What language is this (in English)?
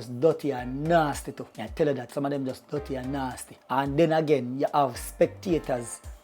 Jamaican Creole English